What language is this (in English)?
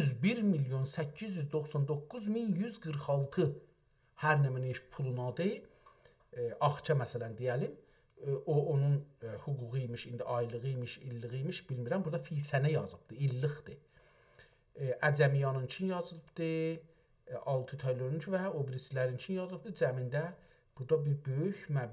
South Azerbaijani